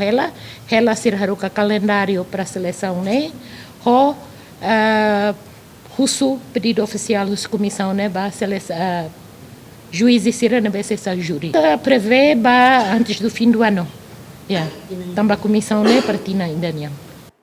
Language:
Tetum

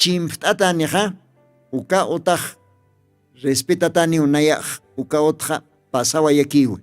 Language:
Aymara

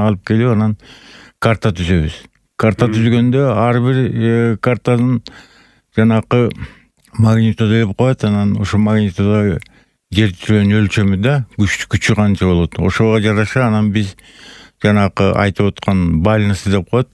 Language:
Kyrgyz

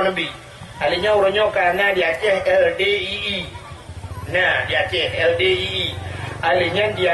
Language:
Achinese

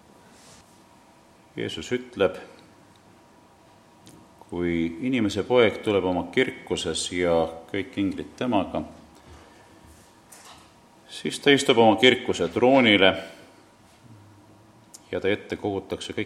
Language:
Estonian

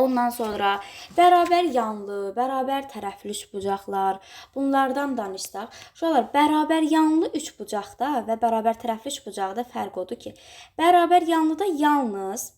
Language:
Azerbaijani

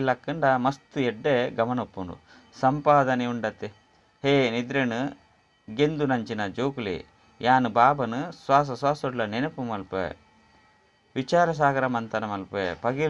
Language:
Tulu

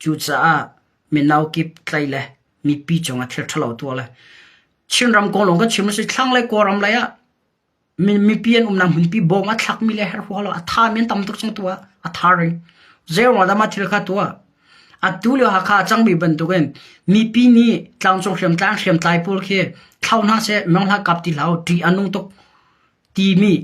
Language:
Hakha Chin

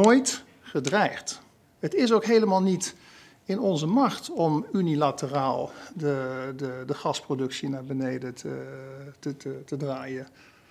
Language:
Dutch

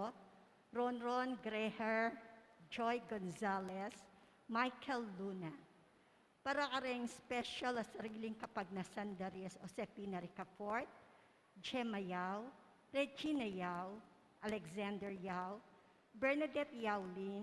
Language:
Pampanga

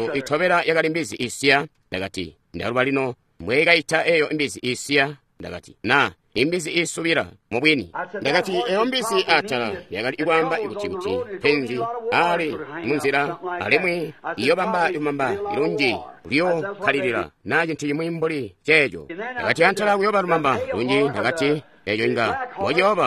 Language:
Tonga (Zambia)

